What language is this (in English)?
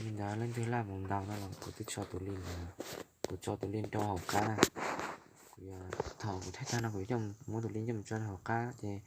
Hmong